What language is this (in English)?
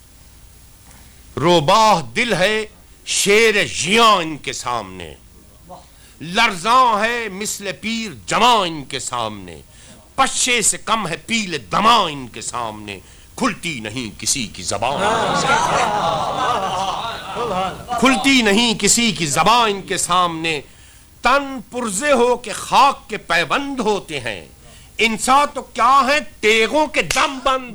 Urdu